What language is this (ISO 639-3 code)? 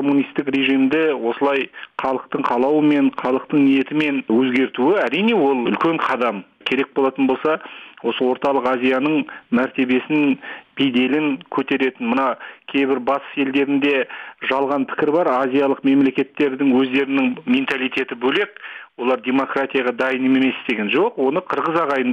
kaz